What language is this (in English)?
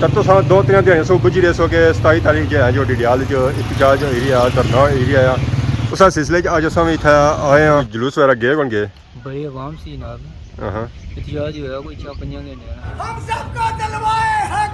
Pahari-Potwari